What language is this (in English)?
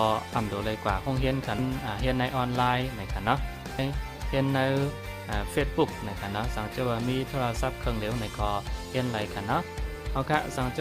Shan